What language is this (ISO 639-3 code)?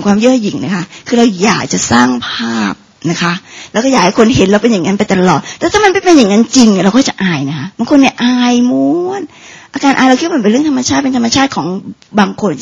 tha